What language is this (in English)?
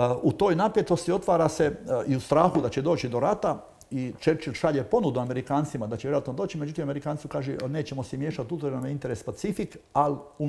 Croatian